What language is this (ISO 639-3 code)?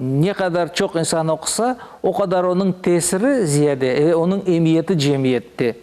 crh